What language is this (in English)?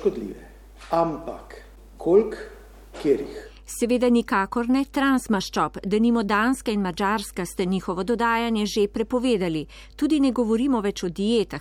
Slovenian